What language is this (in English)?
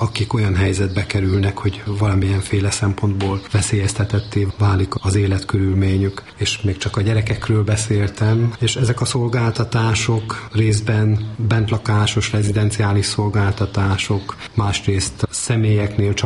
Hungarian